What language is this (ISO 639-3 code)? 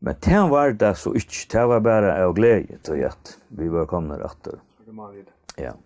fao